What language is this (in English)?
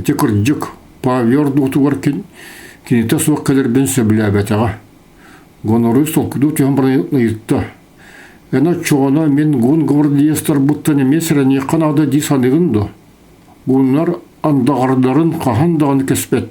Yakut